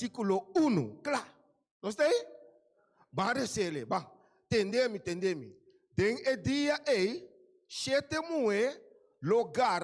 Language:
Papiamento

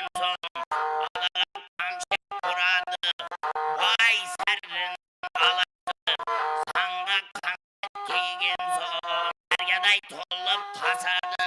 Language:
Kara-Kalpak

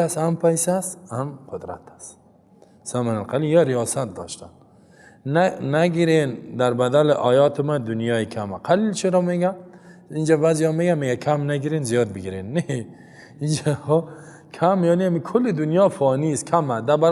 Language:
Persian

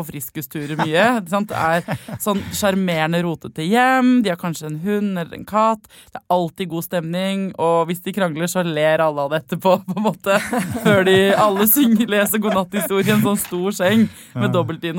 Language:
Norwegian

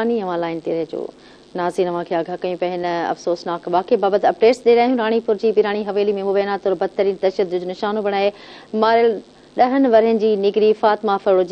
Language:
Sindhi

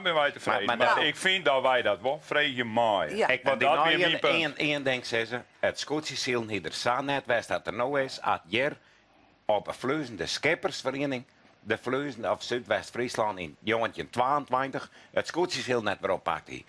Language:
Western Frisian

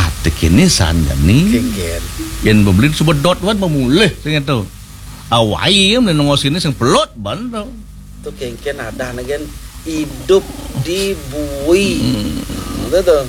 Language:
Balinese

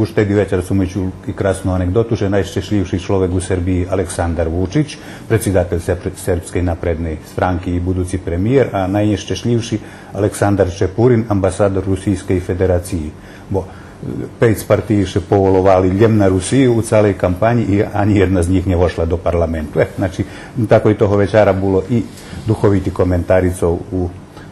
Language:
Rusyn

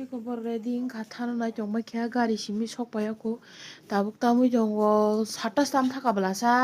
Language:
Kok Borok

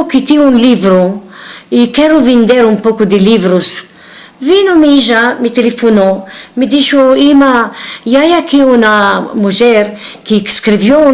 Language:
Ladino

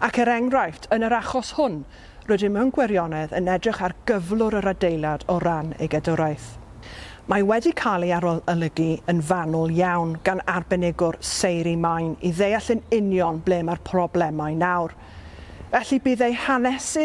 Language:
Welsh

